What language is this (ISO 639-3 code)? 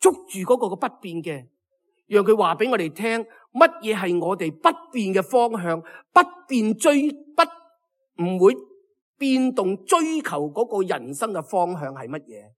yue